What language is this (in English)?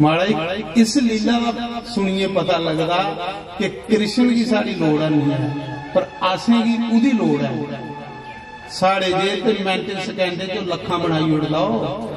Dogri